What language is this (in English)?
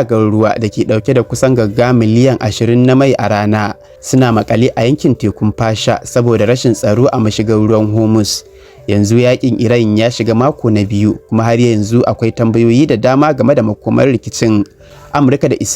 Hausa